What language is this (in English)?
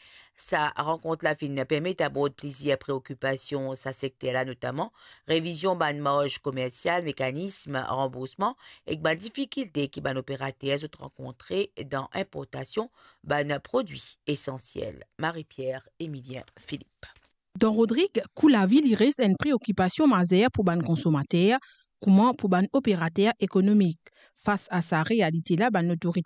Morisyen